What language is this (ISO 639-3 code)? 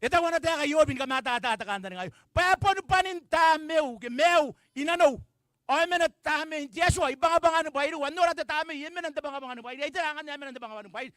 gil